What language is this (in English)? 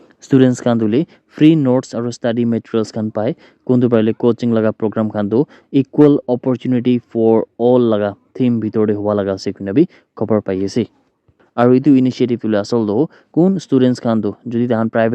Naga Pidgin